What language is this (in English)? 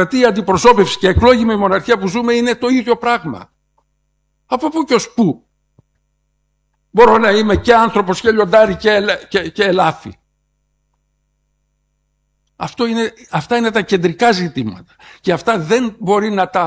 Greek